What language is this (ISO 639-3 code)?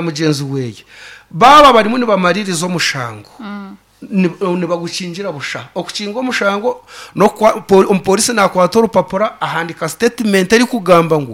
nyn